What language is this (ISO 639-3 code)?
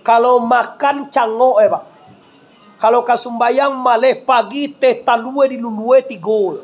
min